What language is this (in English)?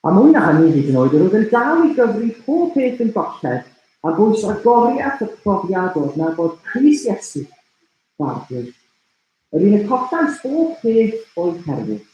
Welsh